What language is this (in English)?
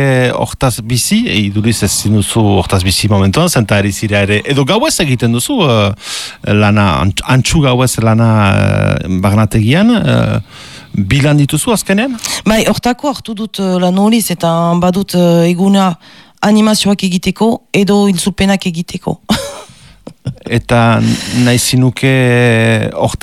Basque